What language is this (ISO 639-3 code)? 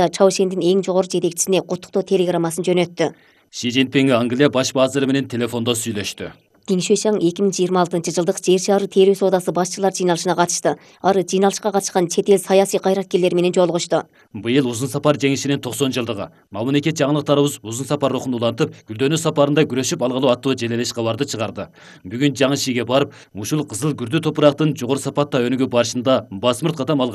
kir